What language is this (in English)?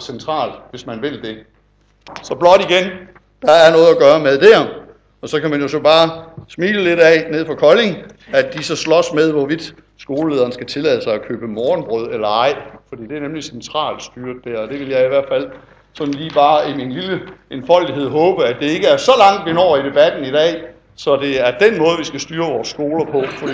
Danish